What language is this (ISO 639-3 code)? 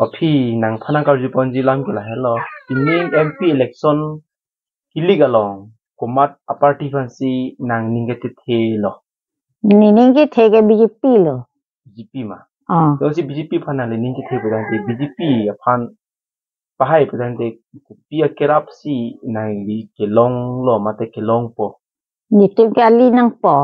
mjw